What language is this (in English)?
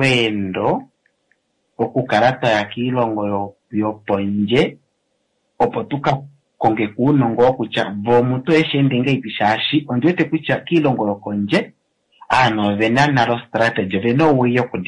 Kuanyama